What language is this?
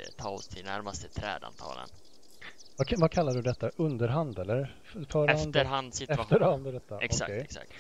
Swedish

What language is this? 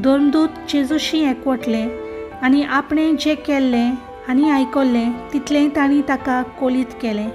Konkani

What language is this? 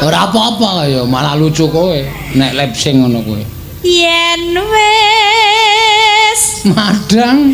Javanese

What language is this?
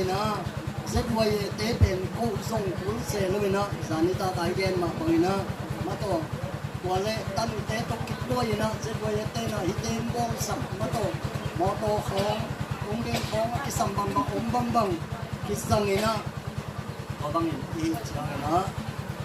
Tedim Chin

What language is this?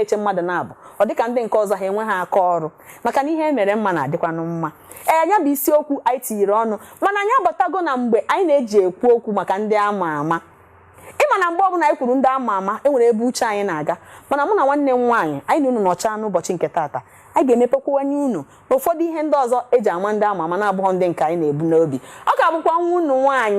Igbo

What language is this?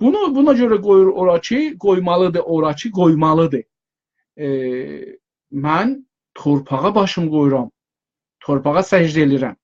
South Azerbaijani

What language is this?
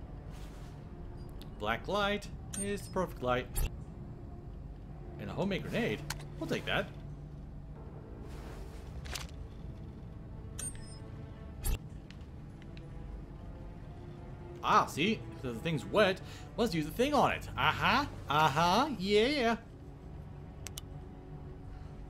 English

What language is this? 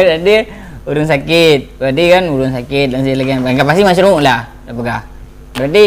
Achinese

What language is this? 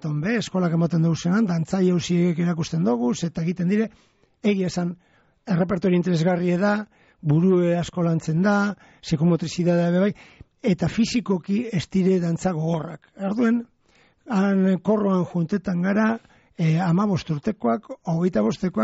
Basque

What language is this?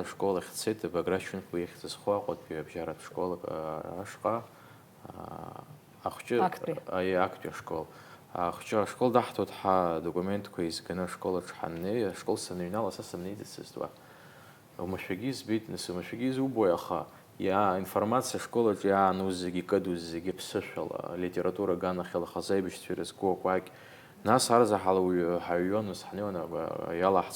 Abkhazian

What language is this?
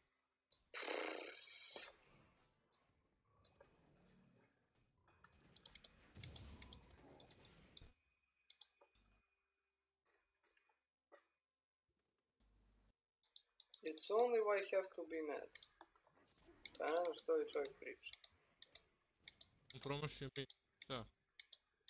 Croatian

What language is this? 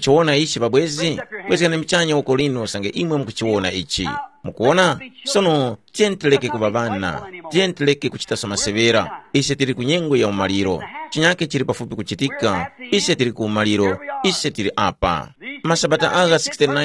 Tumbuka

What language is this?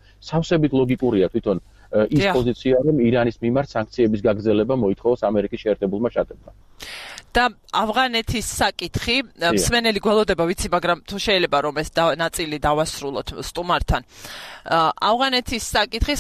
Georgian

